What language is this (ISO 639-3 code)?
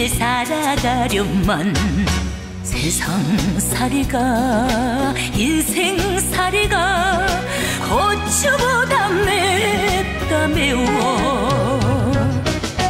kor